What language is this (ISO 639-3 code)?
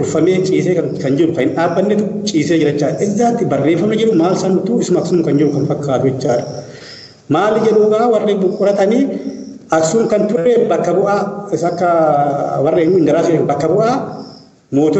orm